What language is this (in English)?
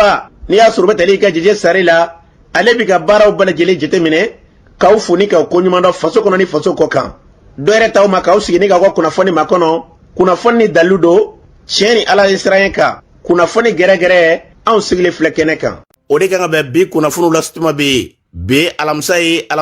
Bambara